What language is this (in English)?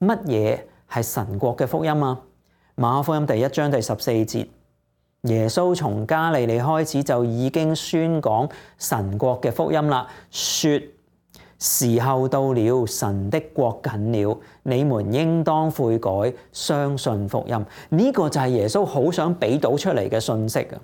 Cantonese